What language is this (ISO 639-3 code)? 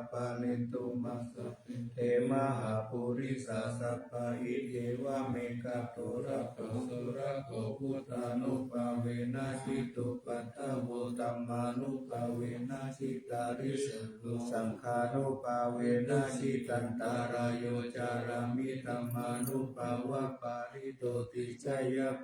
pli